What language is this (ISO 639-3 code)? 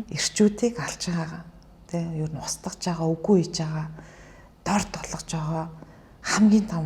mon